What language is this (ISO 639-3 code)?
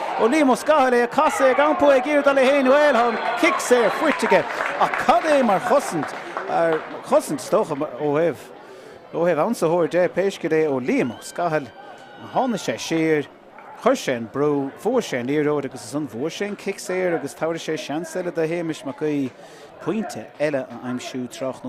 gle